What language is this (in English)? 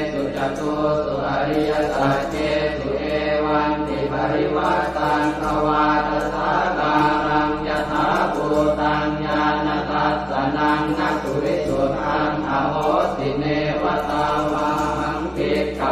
Pali